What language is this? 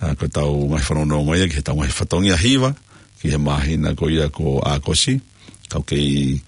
Tongan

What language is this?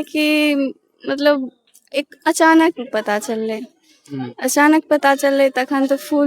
Maithili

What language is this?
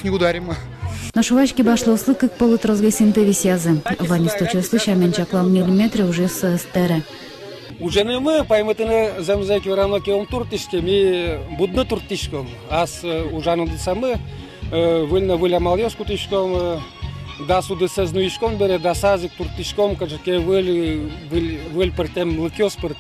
Udmurt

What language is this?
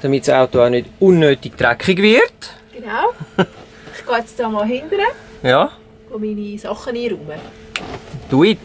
Swiss German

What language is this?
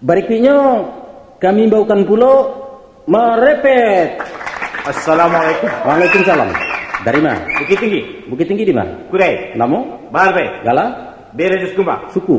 Minangkabau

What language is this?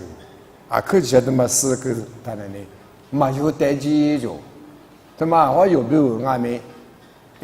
Lisu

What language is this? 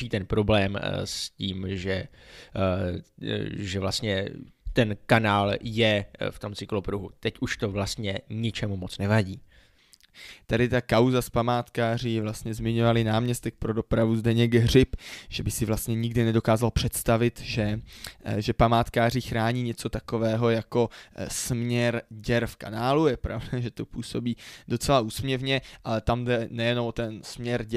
Czech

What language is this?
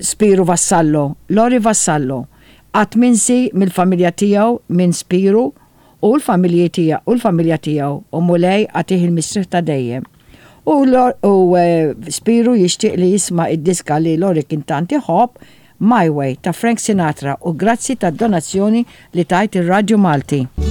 Maltese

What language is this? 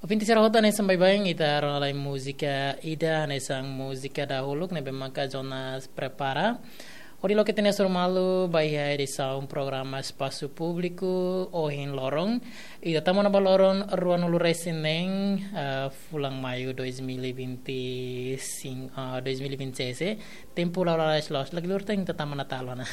Tetum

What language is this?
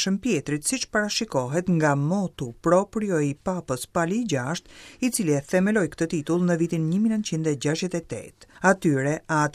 Albanian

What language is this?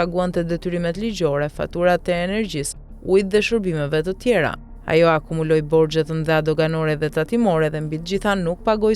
Albanian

